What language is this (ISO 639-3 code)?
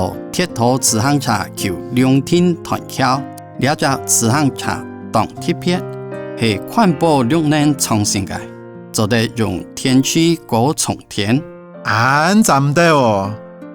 hak